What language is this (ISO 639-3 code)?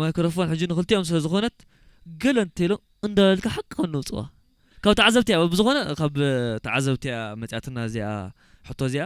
tir